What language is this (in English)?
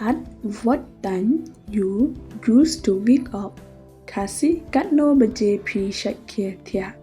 Khasi